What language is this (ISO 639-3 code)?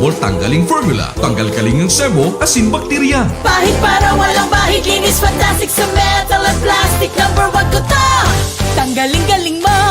bik